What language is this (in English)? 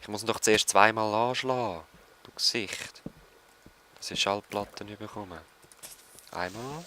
Swiss German